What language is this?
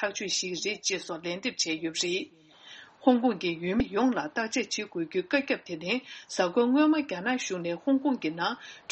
Tibetan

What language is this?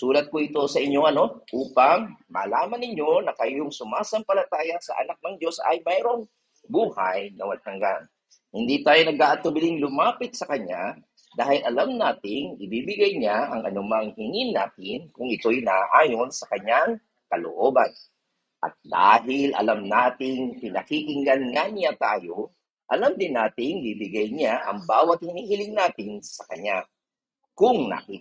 Filipino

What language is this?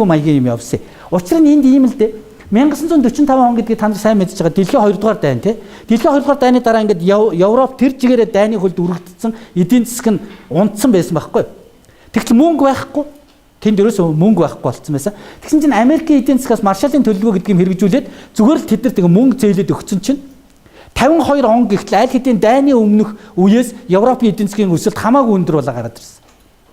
Mongolian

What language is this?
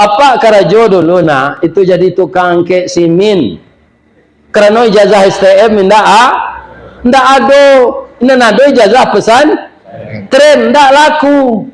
Minangkabau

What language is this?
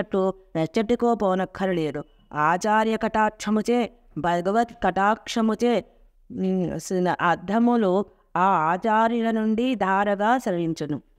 Telugu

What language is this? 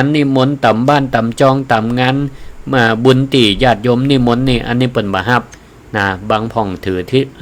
Northern Thai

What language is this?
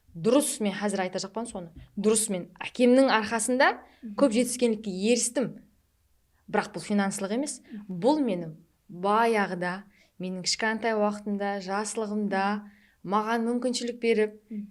Kara-Kalpak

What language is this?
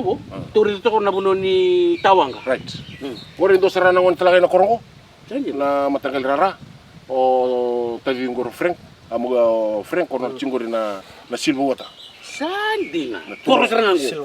Fijian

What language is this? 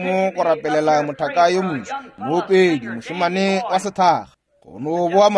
Northern Sotho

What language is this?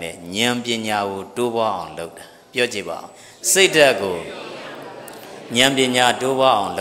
Burmese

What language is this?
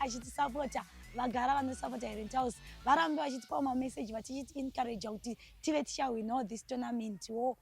Shona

